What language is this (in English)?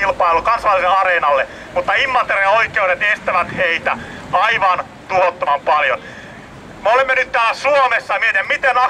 Finnish